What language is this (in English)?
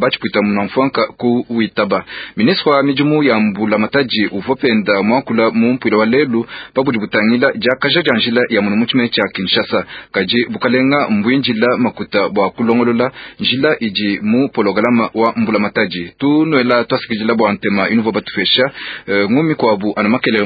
Luba-Lulua